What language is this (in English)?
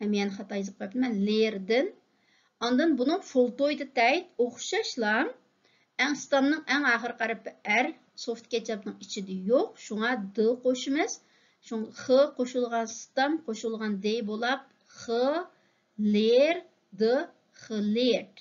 Uyghur